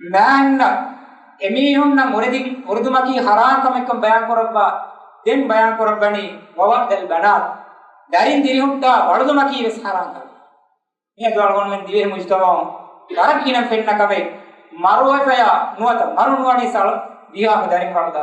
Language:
Divehi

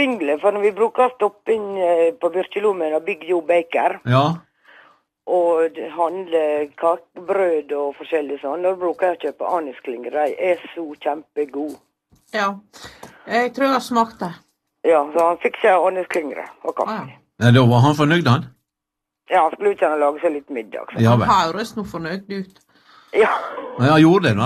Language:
Norwegian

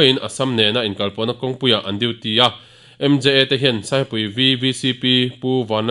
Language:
Mizo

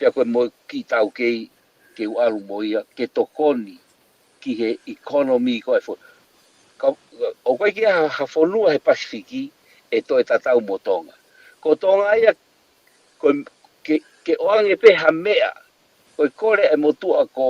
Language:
Tongan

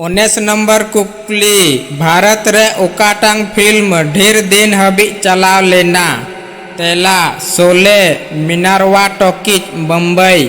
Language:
Santali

